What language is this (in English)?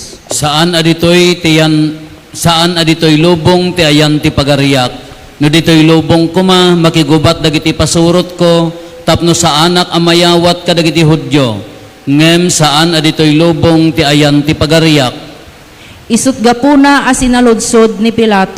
Iloko